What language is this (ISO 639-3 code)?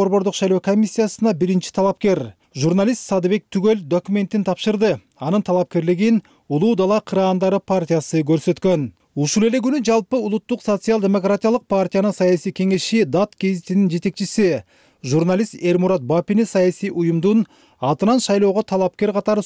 kir